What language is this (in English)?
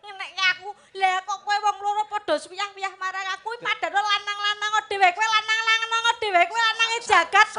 Javanese